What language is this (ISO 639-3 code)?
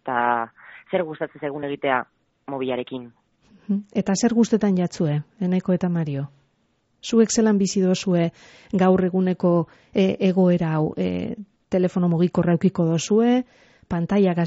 eus